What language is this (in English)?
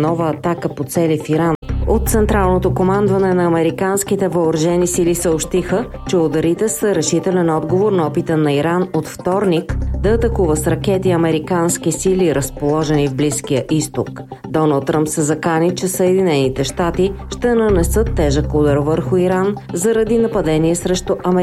Bulgarian